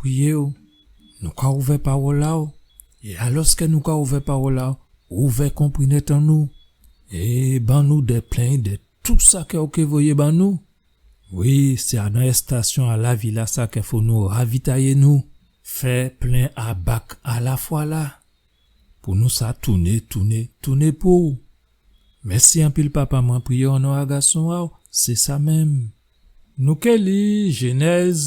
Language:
Guadeloupean Creole French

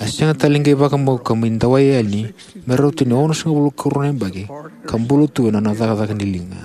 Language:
Fijian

